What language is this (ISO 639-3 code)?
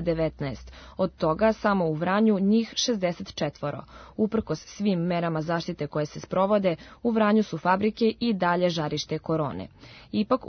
srp